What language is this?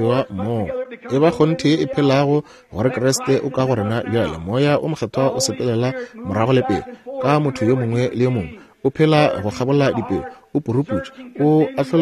Northern Sotho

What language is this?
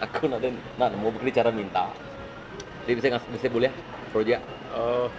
Iban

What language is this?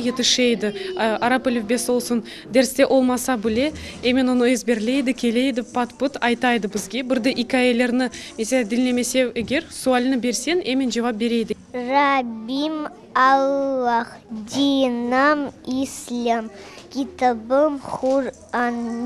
Crimean Tatar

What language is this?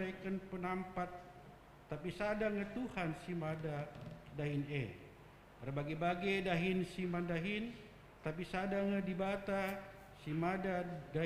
Batak Karo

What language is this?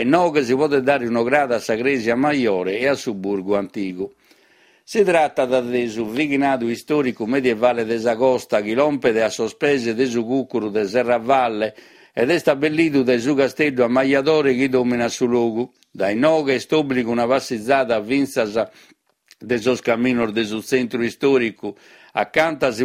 Sardinian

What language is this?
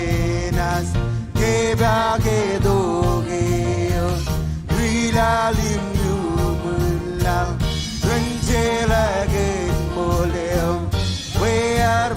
Marshallese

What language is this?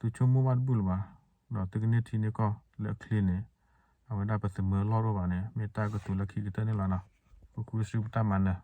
S'gaw Karen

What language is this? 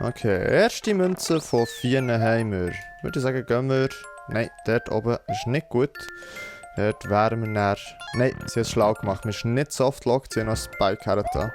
Swiss German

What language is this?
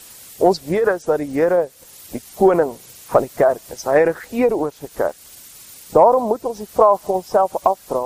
Afrikaans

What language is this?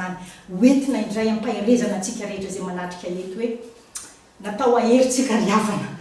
Malagasy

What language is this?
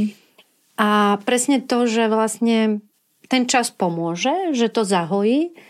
Slovak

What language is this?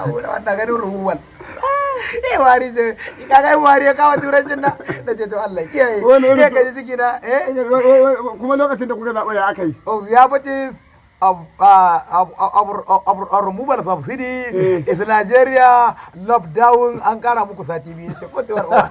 Hausa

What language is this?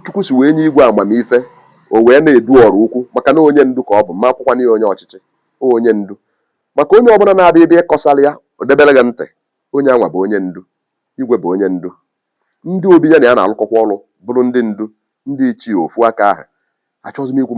Igbo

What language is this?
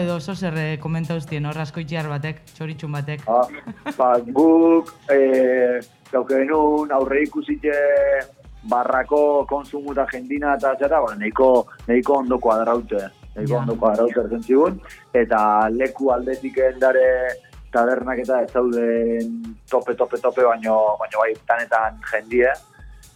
Basque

